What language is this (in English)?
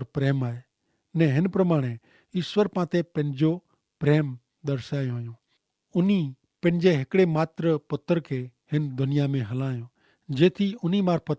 Kachhi